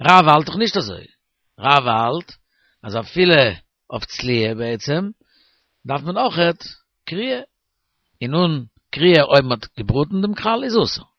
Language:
Yiddish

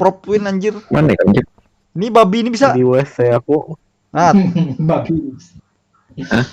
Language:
Banjar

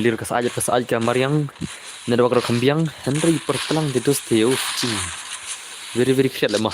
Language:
Khasi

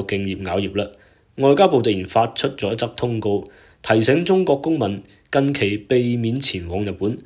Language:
Cantonese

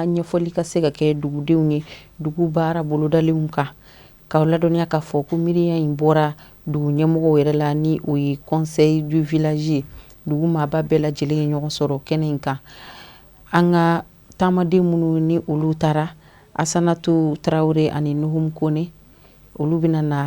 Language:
Bambara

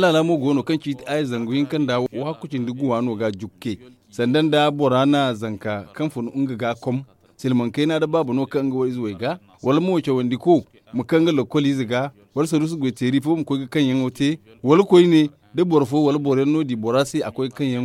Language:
Zarma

